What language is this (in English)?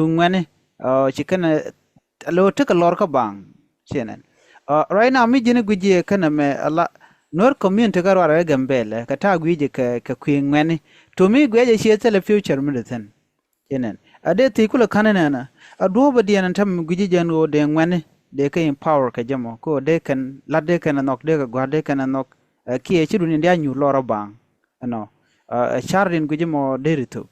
Nuer